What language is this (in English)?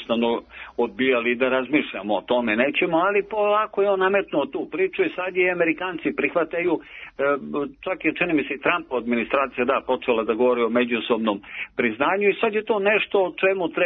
Serbian